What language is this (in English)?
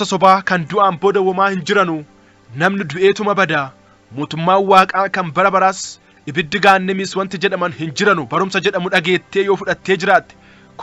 Oromo